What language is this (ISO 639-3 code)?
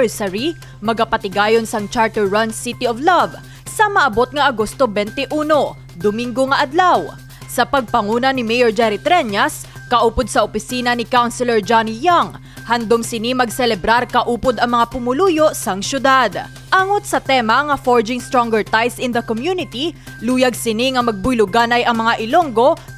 hil